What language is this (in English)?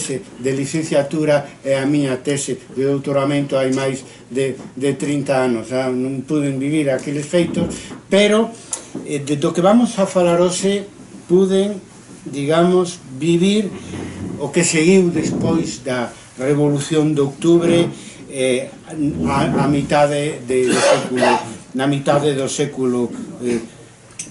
Galician